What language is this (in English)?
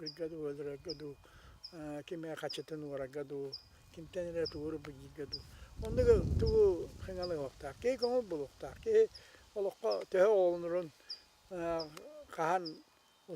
Yakut